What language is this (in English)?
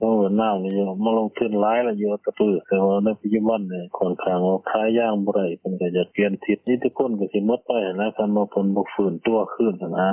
Lao